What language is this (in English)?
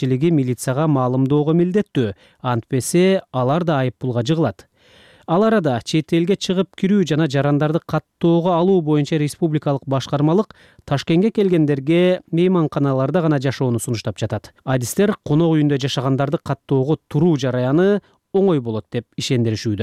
Kyrgyz